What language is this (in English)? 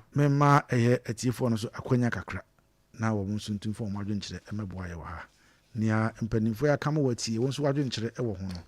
Akan